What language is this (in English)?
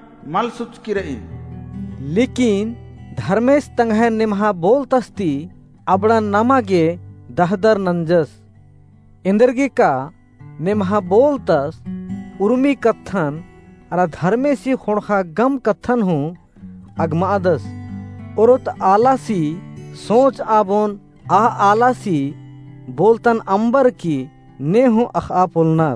Kurukh